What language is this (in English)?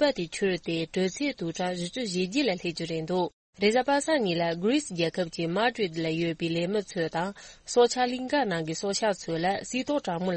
Tibetan